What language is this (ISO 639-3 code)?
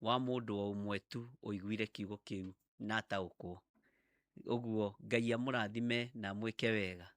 kik